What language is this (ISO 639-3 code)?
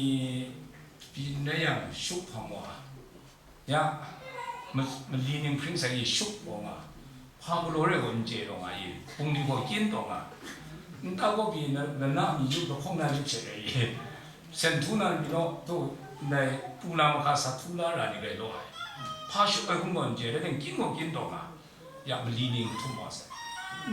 kac